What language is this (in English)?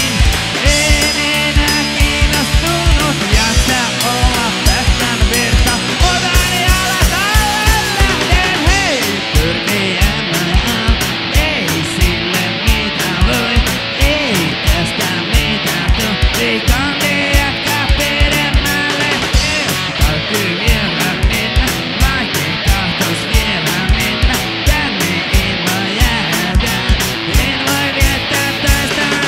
Finnish